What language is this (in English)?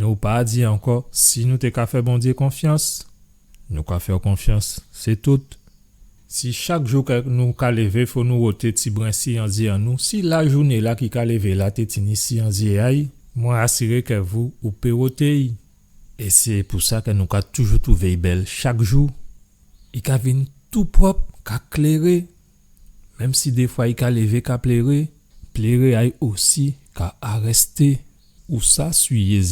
Guadeloupean Creole French